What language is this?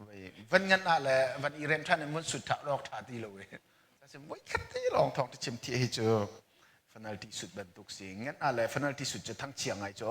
Hakha Chin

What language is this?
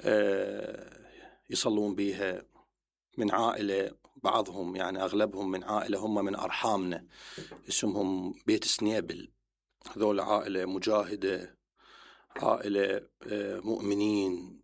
Mesopotamian Arabic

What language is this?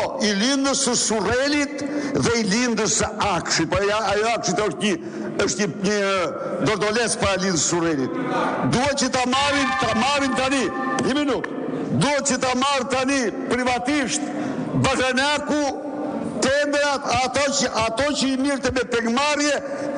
Albanian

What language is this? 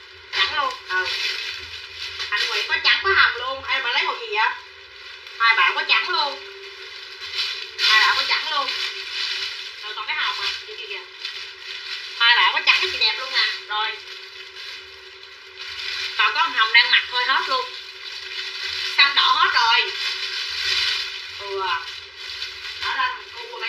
Vietnamese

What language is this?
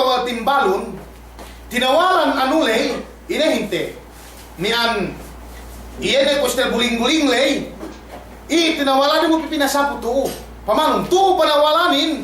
Yakan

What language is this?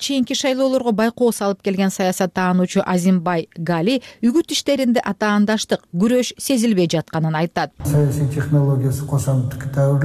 Kyrgyz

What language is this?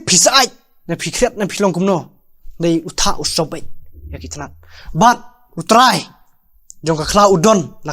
Khasi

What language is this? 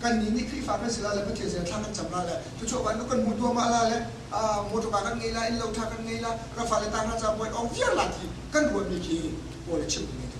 Hakha Chin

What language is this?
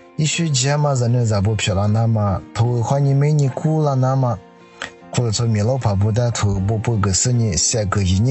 Lisu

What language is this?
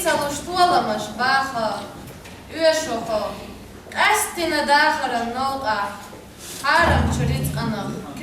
Chechen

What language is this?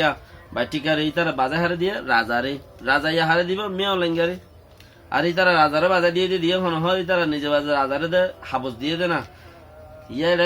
Rohingya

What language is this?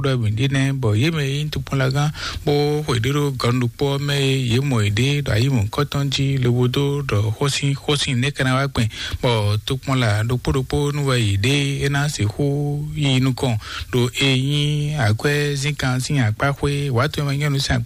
Fon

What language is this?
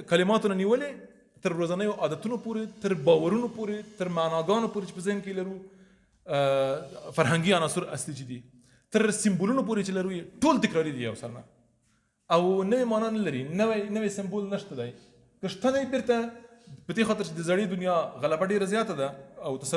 Pashto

